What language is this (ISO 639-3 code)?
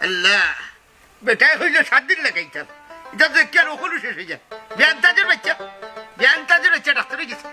syl